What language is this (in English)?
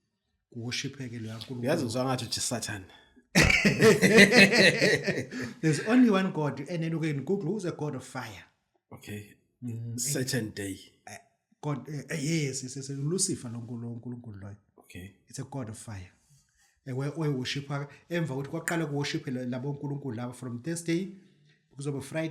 Zulu